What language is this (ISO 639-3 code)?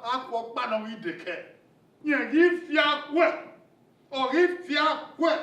bin